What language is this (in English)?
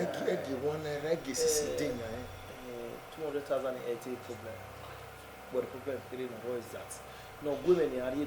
Bini